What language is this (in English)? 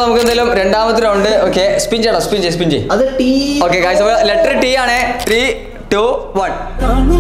Malayalam